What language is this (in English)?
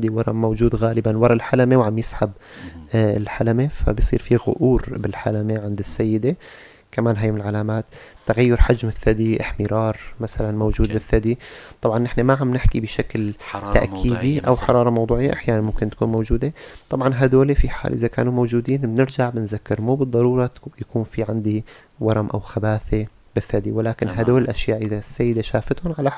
North Levantine Arabic